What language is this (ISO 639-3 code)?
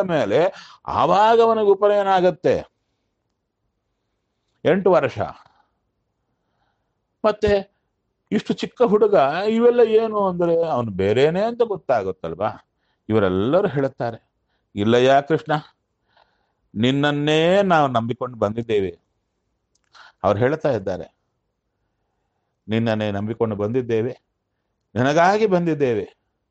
kan